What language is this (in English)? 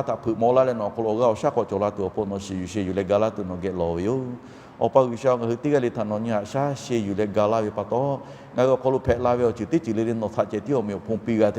Lahu